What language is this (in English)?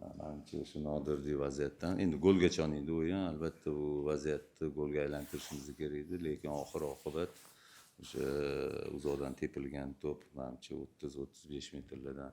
Uzbek